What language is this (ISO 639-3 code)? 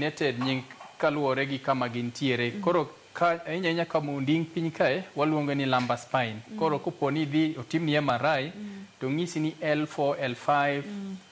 luo